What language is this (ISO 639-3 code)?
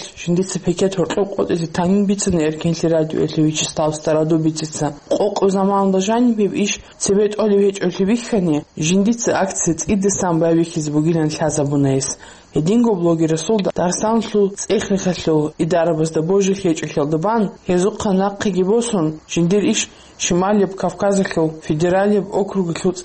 ava